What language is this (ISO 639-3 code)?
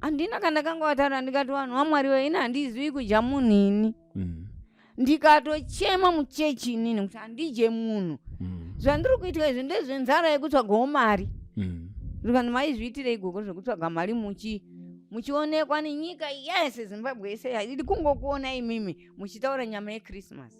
sna